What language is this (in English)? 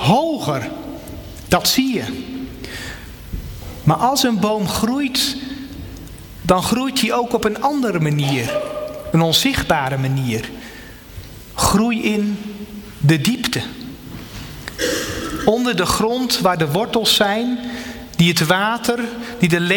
Dutch